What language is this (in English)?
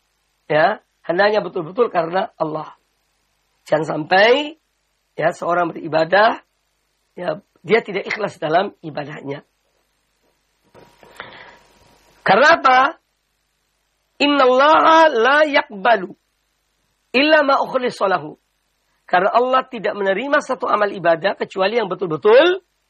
Indonesian